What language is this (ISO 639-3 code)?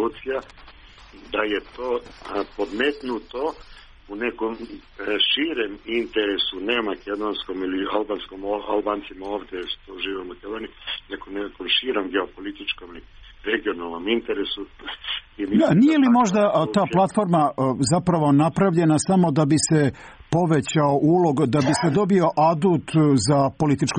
srp